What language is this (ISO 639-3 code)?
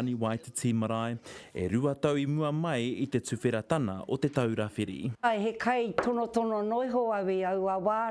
mri